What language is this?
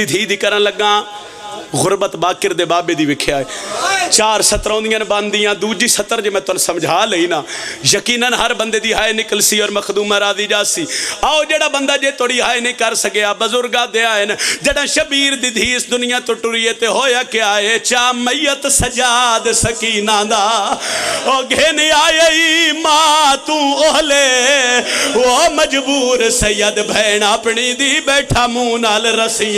Pahari-Potwari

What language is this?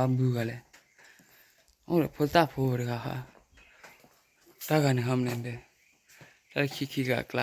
S'gaw Karen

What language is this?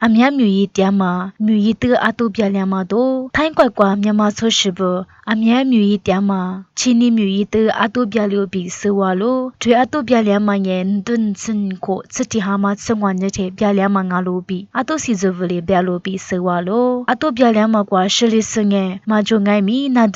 Lisu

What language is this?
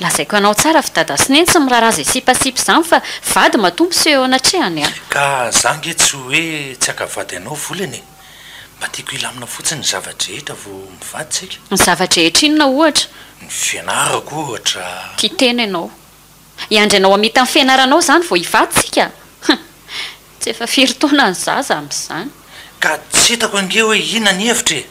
Malagasy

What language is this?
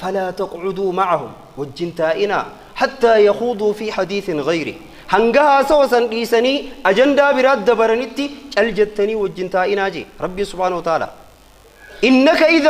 Oromo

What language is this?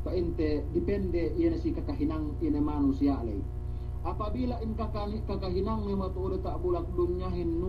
Yakan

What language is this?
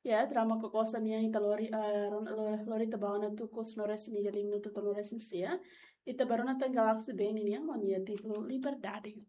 Tetum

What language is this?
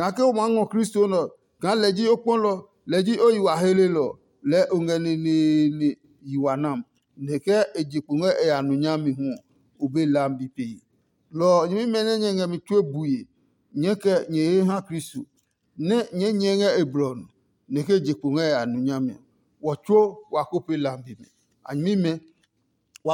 Adangme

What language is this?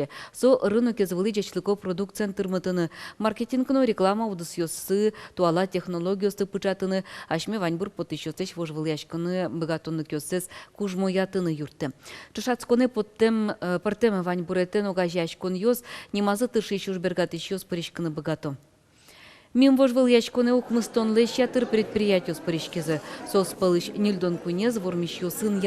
Udmurt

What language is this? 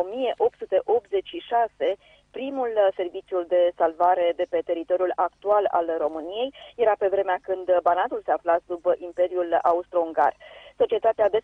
Romanian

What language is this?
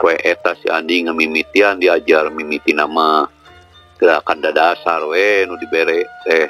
Sundanese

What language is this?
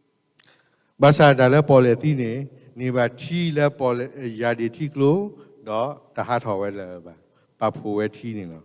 S'gaw Karen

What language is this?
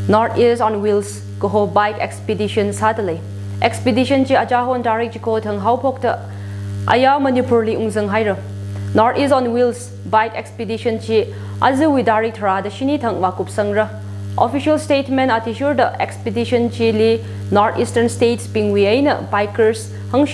Tangkhul Naga (India)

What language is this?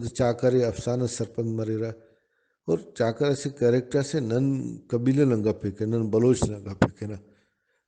Brahui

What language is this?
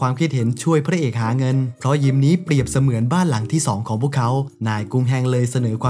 Thai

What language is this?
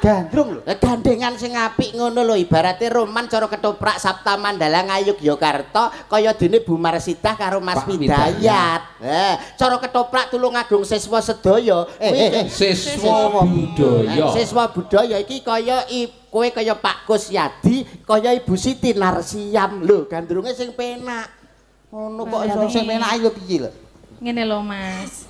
Javanese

